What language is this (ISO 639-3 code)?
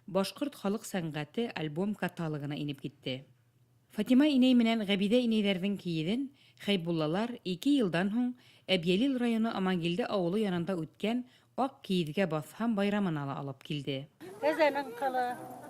bak